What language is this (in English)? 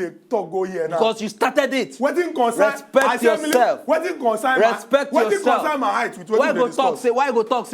Nigerian Pidgin